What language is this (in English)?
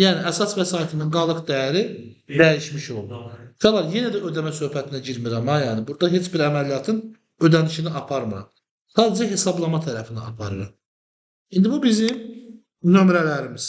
Azerbaijani